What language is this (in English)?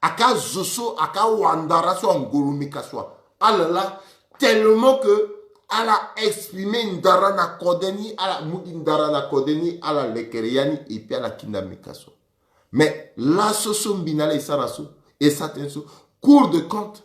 Sango